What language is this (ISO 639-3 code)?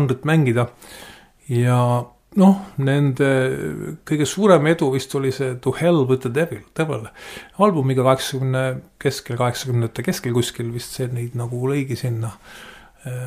est